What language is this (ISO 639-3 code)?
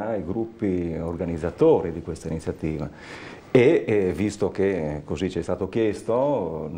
ita